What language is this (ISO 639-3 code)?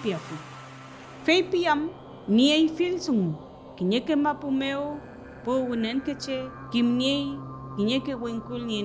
arn